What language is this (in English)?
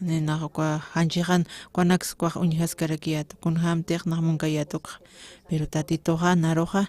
Aymara